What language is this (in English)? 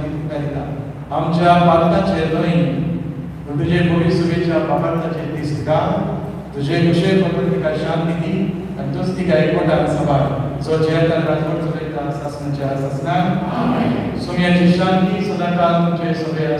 Konkani